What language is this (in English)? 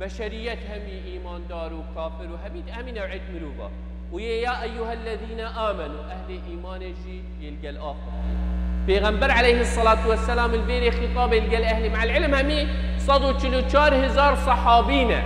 Kurdish